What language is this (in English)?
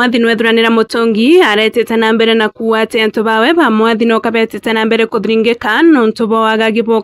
Meru